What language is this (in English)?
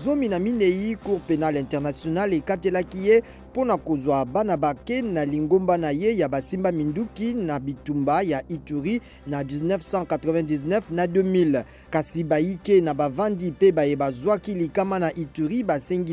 Lingala